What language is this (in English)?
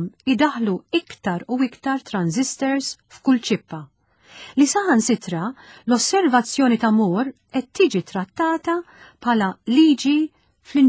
Maltese